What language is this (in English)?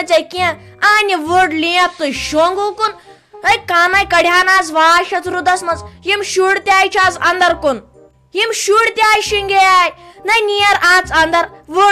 Kashmiri